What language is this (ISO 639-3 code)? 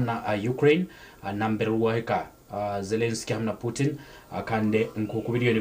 nyn